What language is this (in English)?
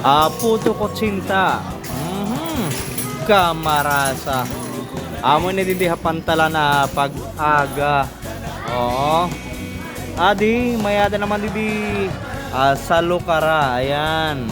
Waray